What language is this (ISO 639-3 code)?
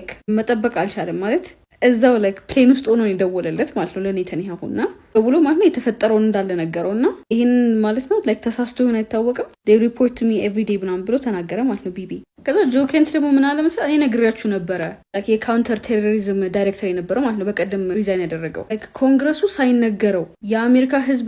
amh